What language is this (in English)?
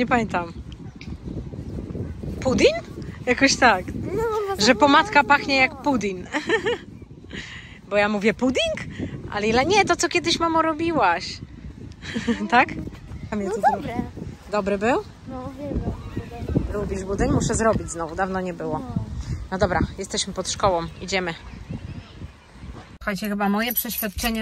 Polish